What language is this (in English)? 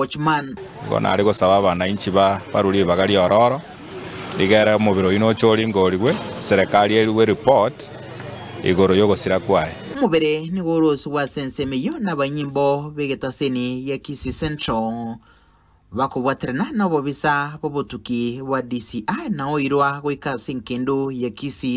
Gusii